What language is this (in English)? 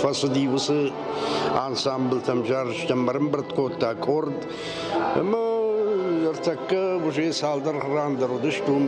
Ossetic